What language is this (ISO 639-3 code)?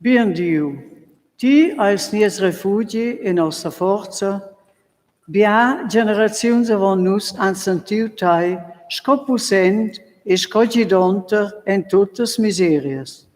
roh